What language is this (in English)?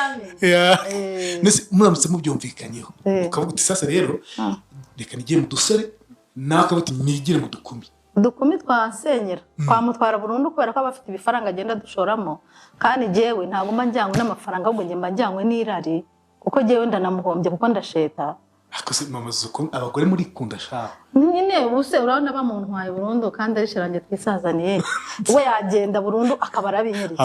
Kinyarwanda